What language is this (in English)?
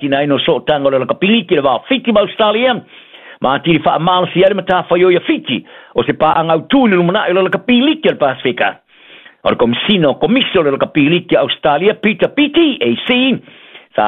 Samoan